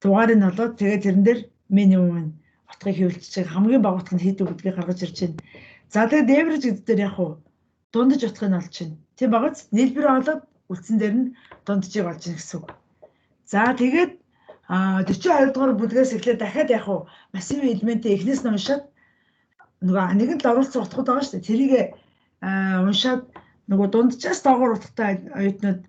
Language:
Mongolian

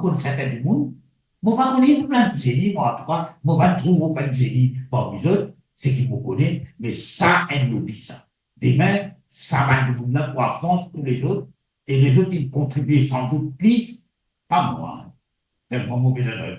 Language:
Morisyen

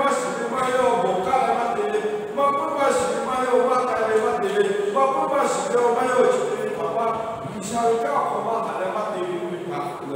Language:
Lahu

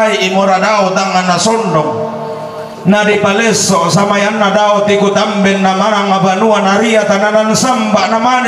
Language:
Toraja-Sa'dan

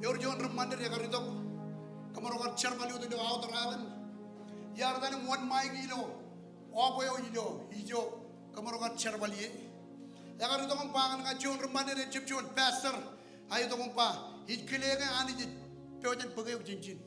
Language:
Marshallese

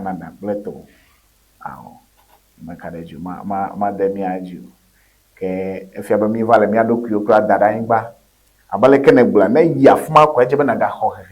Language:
Ewe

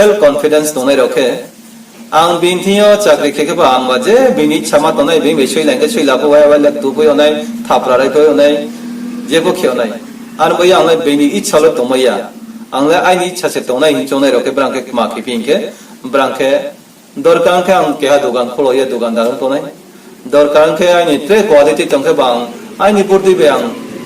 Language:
Riang (India)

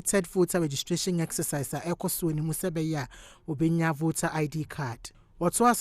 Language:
Akan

